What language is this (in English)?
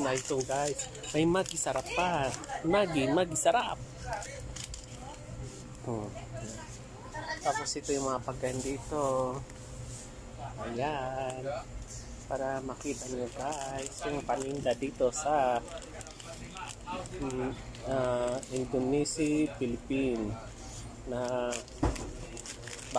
Filipino